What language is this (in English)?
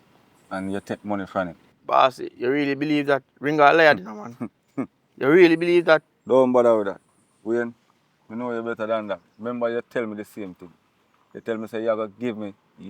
Jamaican Creole English